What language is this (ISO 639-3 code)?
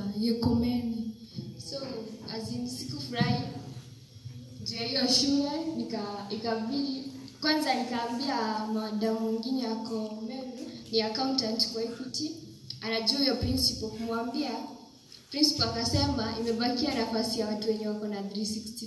swa